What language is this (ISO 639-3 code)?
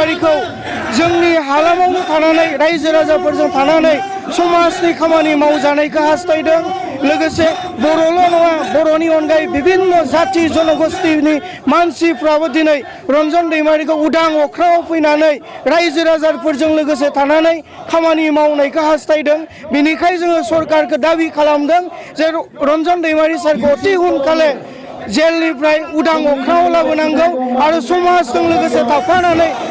brx